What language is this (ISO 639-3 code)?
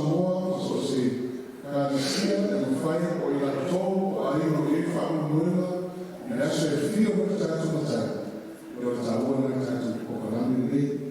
smo